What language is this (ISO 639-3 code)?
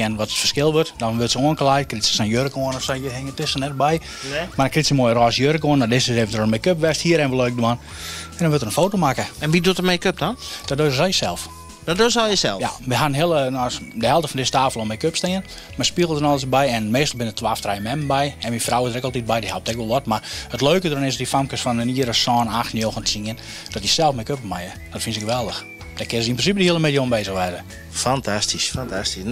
fry